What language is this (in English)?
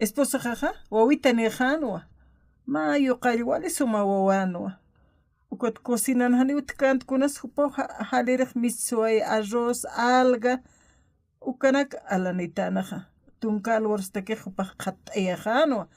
Aymara